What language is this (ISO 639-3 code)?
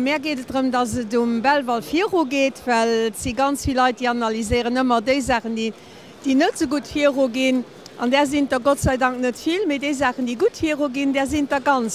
ltz